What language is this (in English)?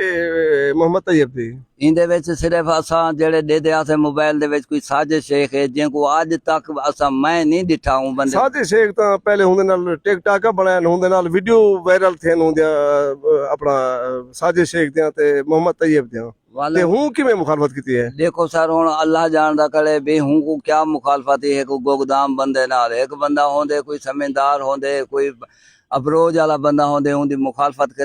Saraiki